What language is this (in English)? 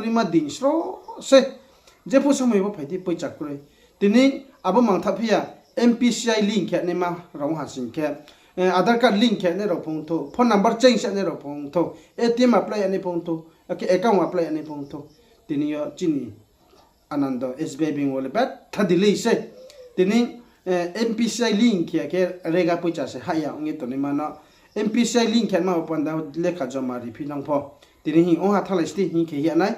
Riang (India)